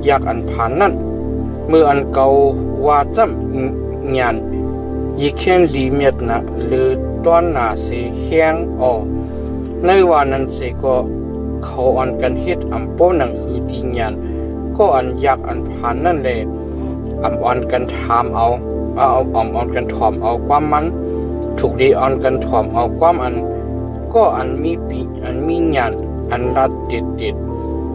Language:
Shan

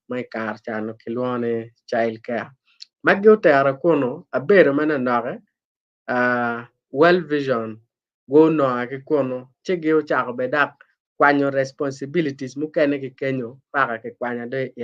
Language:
Acoli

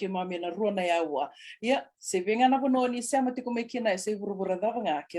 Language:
Fijian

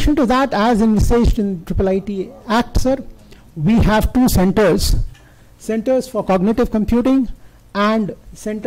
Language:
English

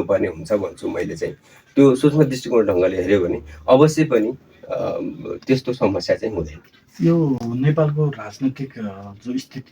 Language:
Nepali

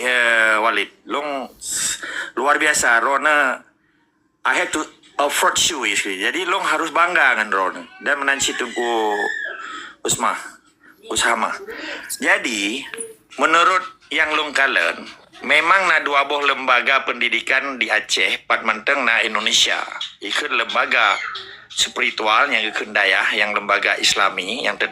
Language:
Achinese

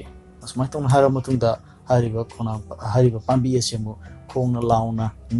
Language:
Manipuri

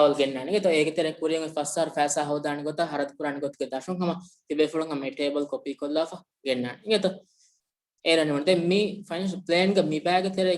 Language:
Divehi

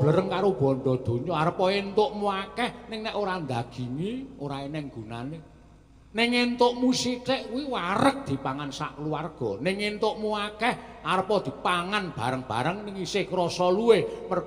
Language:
Javanese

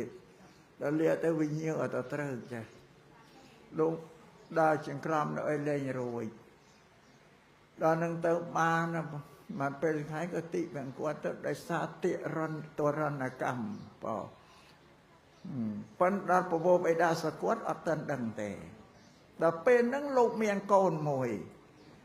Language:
Khmer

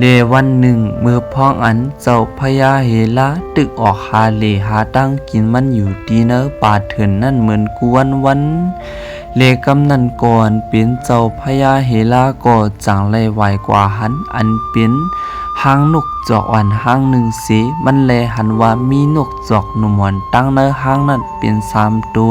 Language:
Shan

